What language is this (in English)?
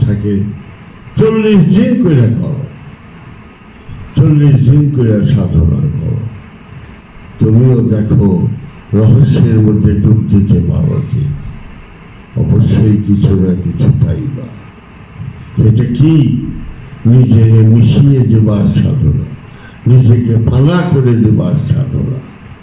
Bangla